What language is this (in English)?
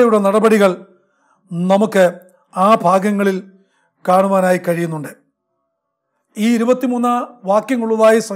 Malayalam